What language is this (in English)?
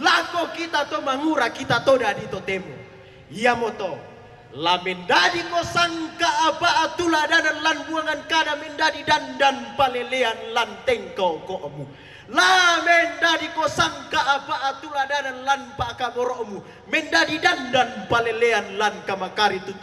Toraja-Sa'dan